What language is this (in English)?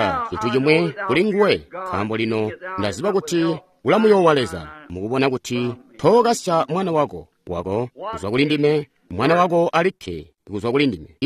Tonga (Zambia)